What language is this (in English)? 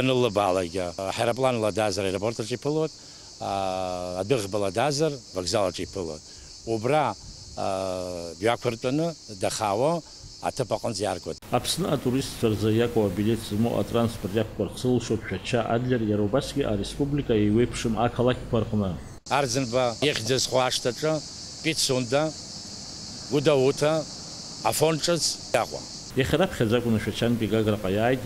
Abkhazian